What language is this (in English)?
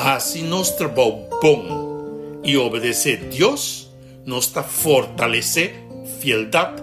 Papiamento